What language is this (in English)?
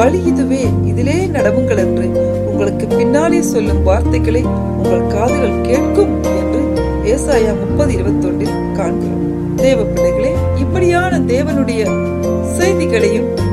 Tamil